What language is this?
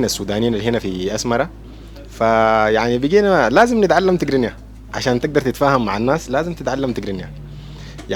Sudanese Arabic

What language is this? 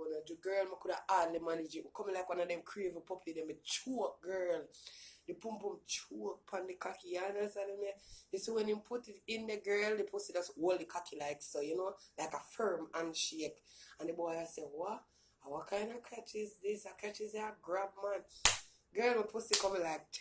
Jamaican Creole English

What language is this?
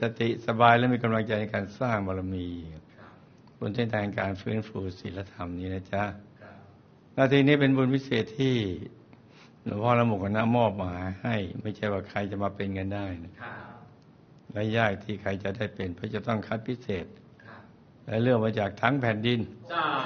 Thai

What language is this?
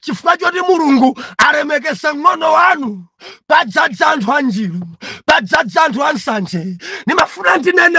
Nyanja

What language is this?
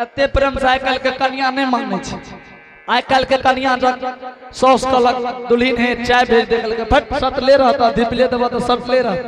Angika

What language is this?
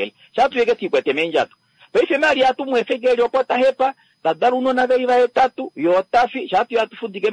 Kuanyama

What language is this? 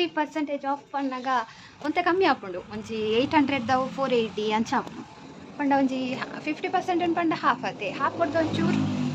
Tulu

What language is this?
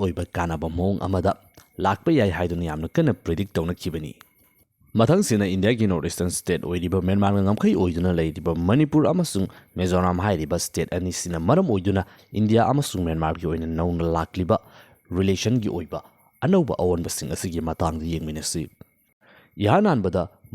Manipuri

